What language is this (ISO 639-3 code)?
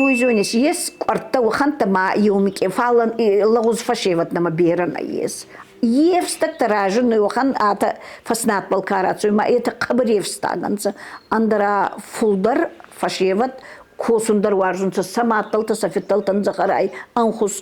oss